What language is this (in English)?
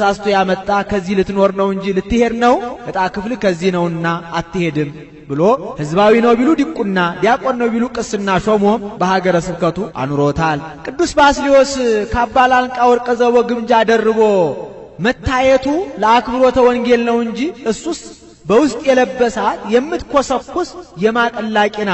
Amharic